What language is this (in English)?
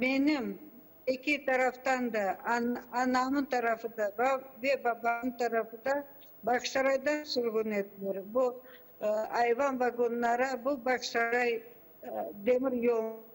Crimean Tatar